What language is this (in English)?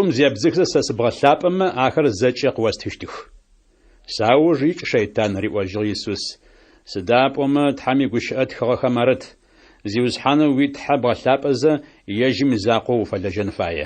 Adyghe